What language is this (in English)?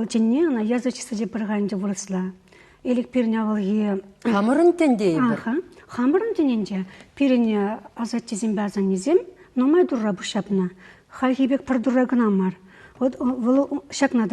Chuvash